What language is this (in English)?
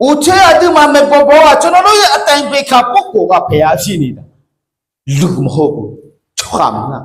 Akha